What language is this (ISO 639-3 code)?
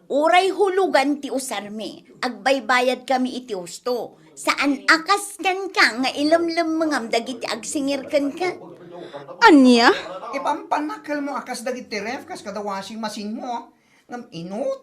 ilo